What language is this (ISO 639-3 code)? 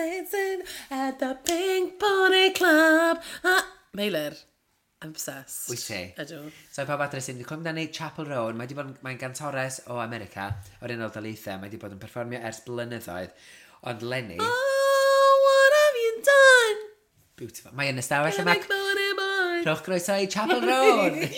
cym